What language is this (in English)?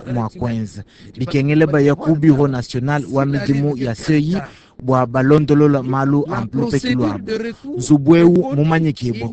Luba-Lulua